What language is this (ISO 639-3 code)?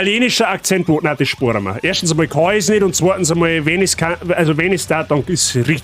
bar